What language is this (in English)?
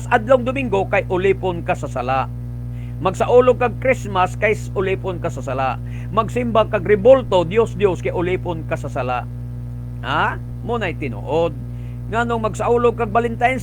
Cebuano